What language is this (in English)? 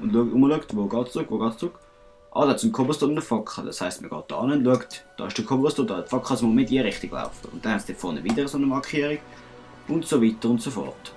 Swiss German